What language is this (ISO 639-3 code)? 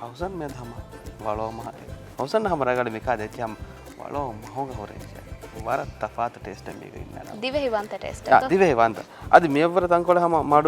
div